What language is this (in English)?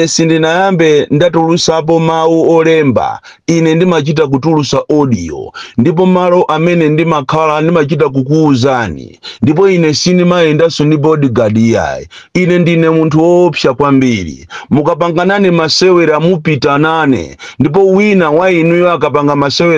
Nyanja